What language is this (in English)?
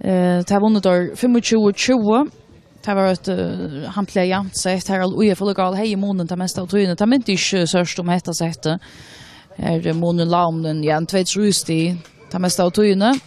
Faroese